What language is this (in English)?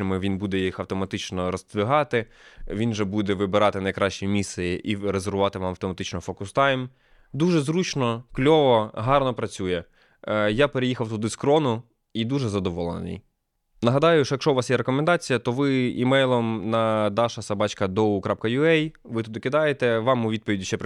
Ukrainian